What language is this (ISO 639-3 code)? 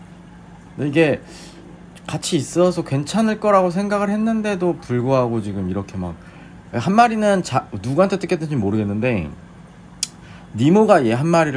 kor